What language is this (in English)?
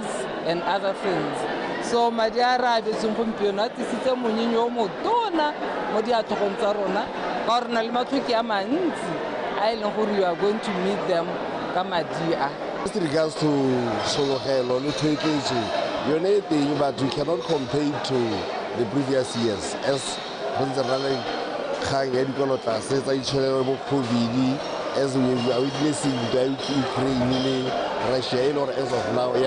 Tswana